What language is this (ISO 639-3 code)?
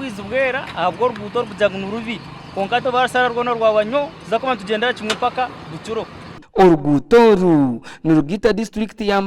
nyn